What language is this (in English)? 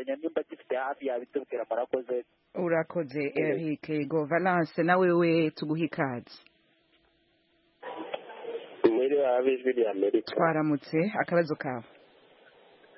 Kinyarwanda